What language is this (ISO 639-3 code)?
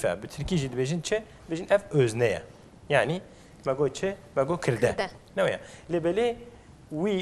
kur